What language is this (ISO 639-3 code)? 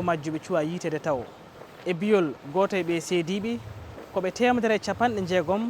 ful